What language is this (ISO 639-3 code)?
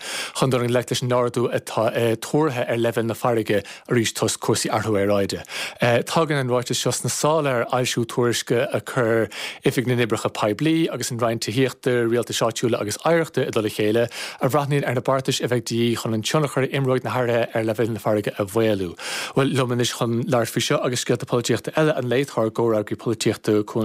gle